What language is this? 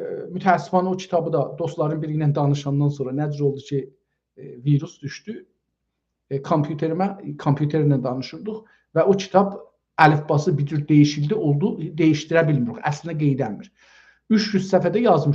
South Azerbaijani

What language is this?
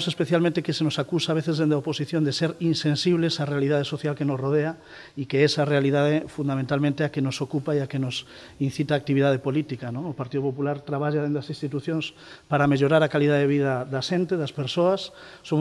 Galician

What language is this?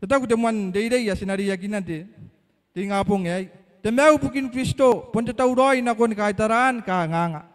Gilbertese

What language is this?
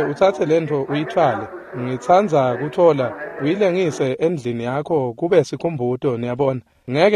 Swati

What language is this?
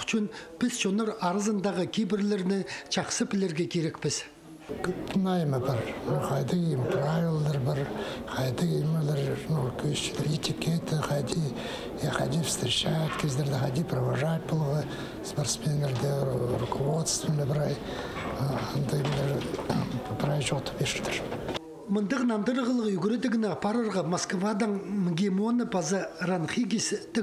Khakas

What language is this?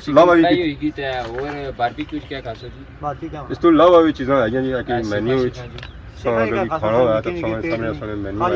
Pahari-Potwari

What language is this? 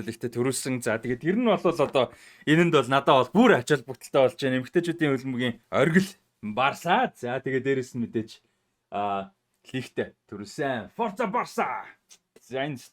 Mongolian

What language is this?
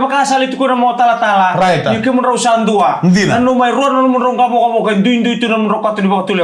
Fijian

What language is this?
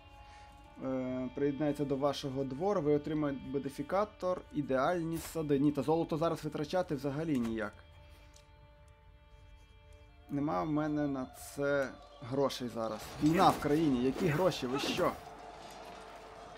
Ukrainian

